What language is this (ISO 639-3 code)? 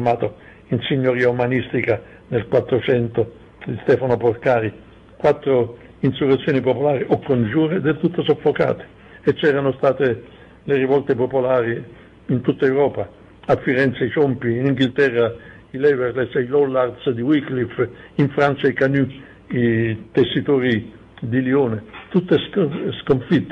ita